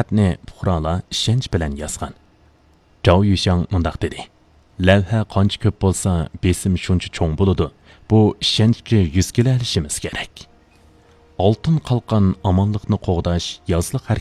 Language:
Uyghur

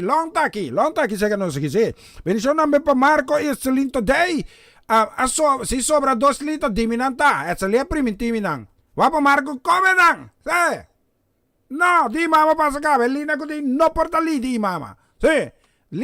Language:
Papiamento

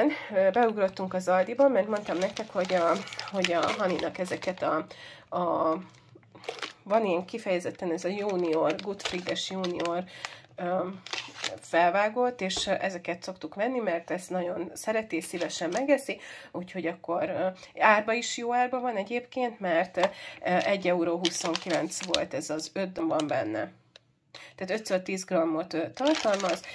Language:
Hungarian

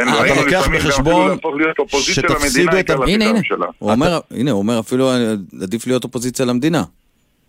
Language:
Hebrew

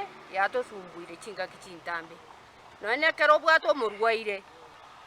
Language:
Gusii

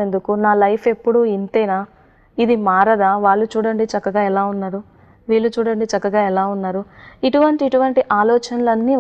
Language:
Telugu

